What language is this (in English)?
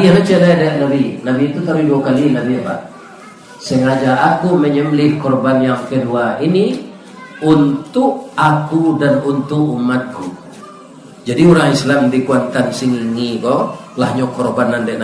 Minangkabau